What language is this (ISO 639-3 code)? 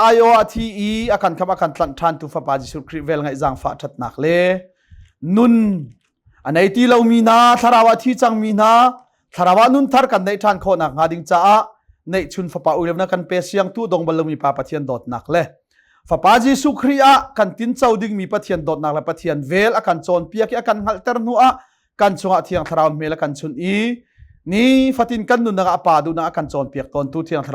cnh